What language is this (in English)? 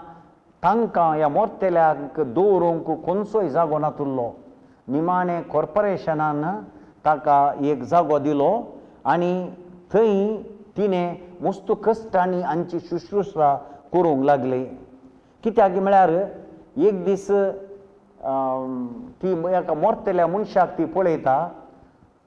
Konkani